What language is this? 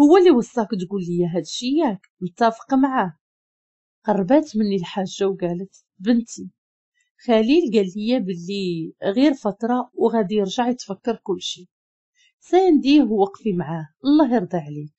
Moroccan Arabic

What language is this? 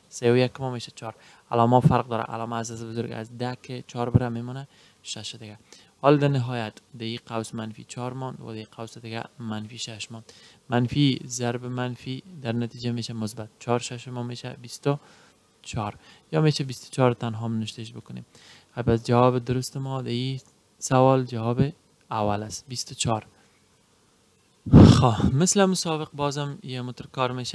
Persian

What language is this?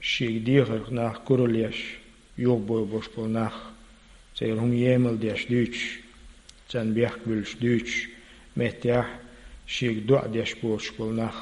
Chechen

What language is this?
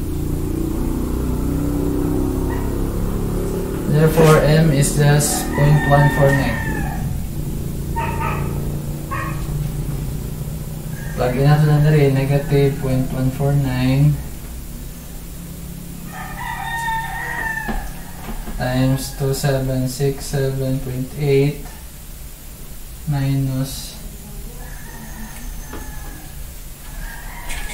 Cebuano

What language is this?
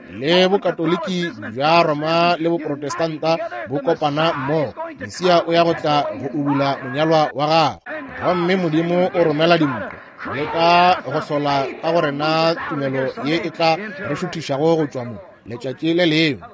Northern Sotho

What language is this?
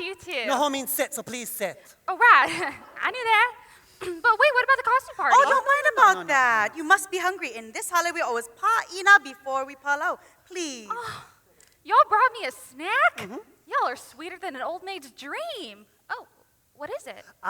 Hawaiian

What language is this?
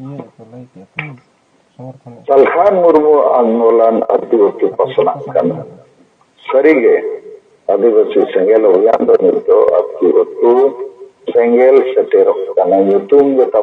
Santali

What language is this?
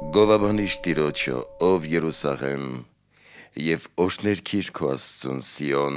Armenian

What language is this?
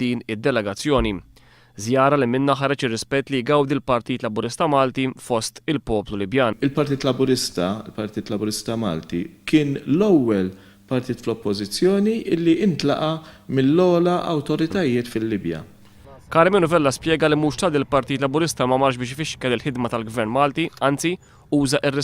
Maltese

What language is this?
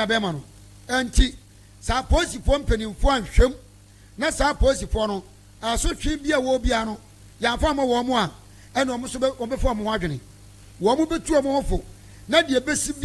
Akan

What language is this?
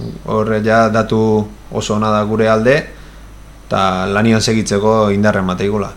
Basque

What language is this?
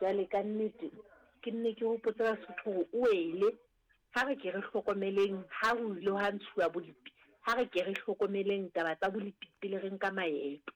Southern Sotho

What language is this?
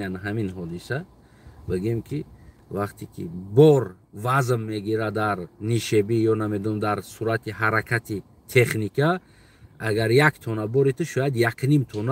Tajik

